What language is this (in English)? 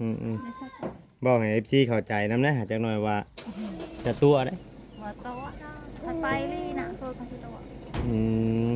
Northeastern Thai